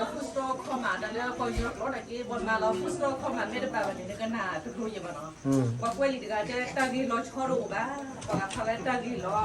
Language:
S'gaw Karen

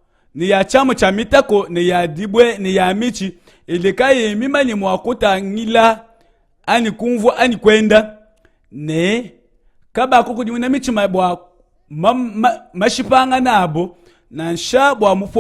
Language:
Luba-Lulua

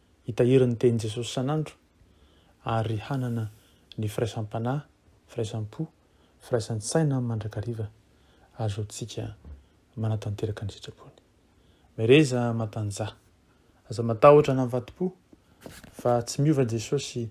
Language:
Malagasy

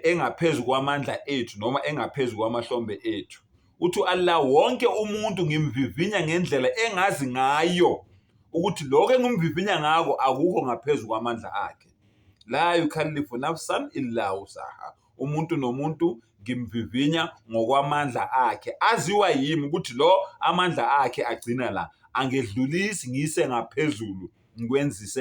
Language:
Zulu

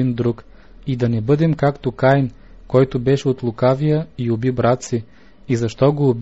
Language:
Bulgarian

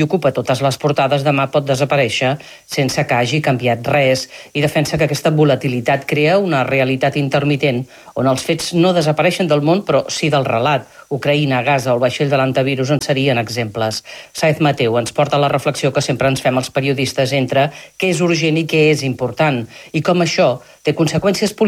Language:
Catalan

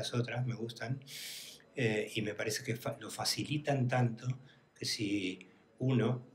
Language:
Spanish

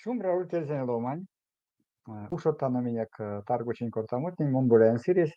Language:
Erzya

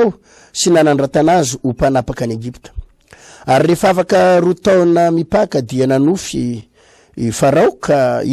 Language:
Malagasy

